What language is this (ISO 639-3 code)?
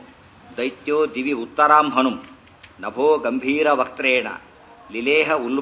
kan